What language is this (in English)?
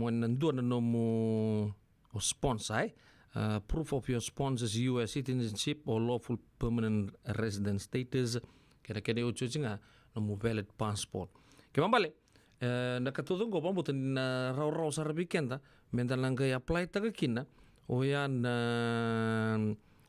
Fijian